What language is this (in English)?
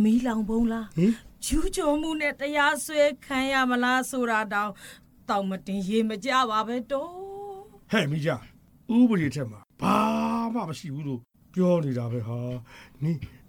Burmese